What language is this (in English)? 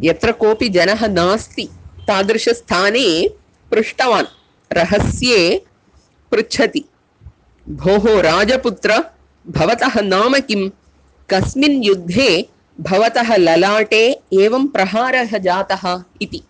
Sanskrit